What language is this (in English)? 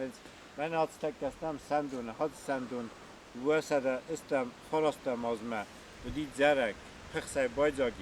Ossetic